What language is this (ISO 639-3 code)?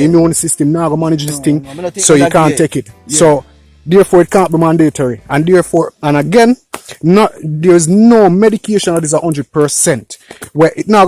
jam